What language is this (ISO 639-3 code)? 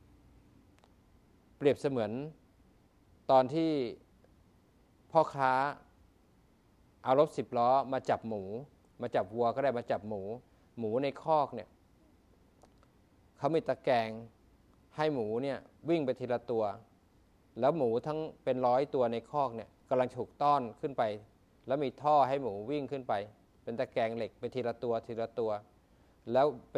tha